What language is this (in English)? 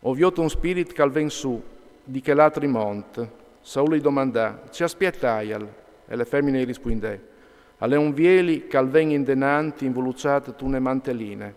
Friulian